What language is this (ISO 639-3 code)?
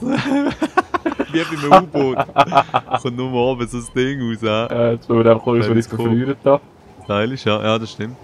gsw